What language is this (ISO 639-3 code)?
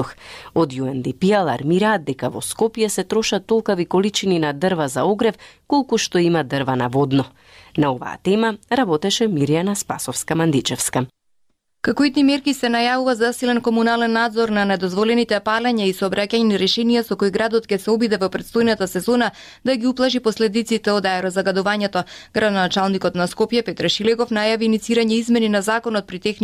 mkd